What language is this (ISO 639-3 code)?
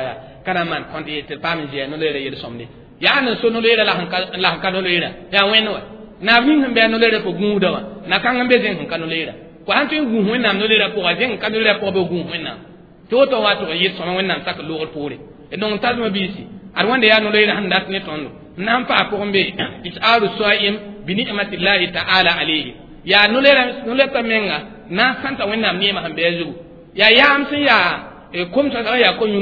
mos